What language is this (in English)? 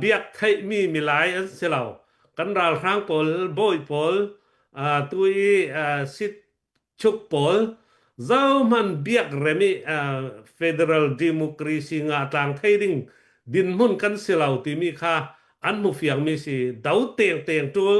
Hakha Chin